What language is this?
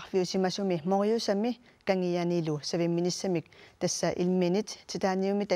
Kalaallisut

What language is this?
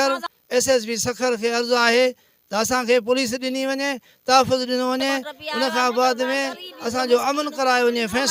Sindhi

